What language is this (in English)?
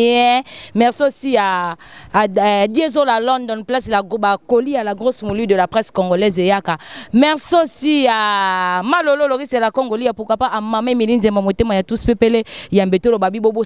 Lingala